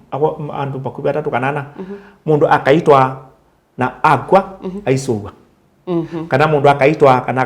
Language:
Kamba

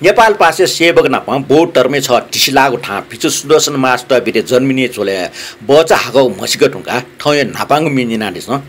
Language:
Newari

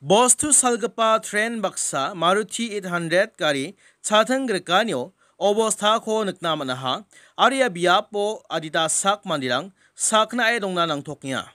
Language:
Garo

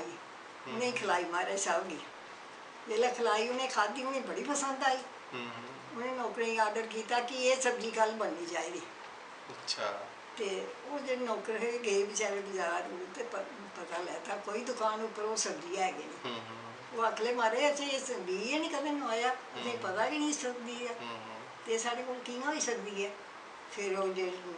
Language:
Dogri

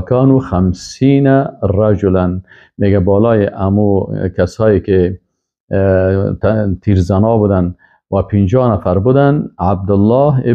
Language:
Persian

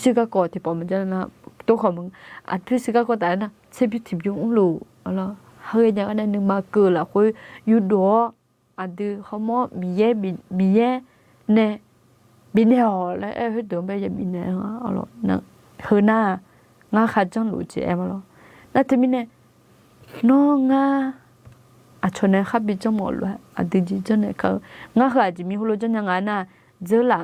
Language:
Akha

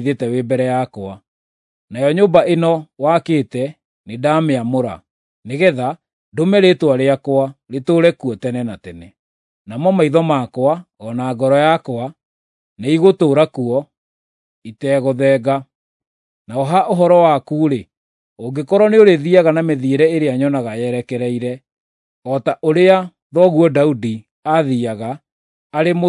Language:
Kikuyu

